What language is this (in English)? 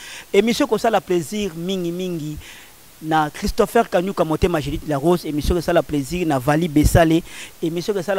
Lingala